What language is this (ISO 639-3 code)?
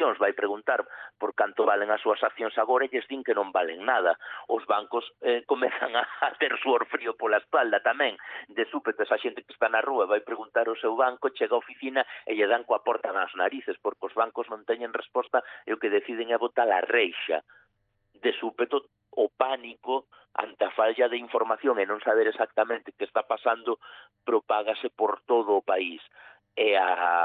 glg